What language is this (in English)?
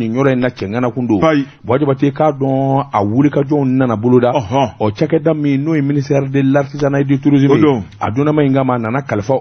Bambara